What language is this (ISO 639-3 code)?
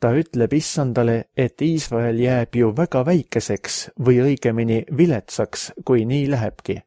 est